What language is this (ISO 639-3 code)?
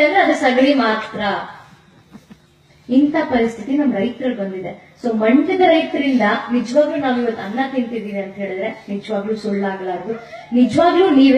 kan